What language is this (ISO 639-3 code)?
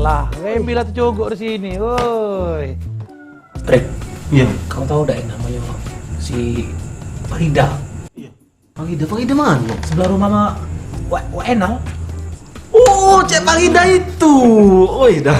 mui